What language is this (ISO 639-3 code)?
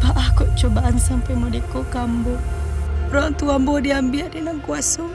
min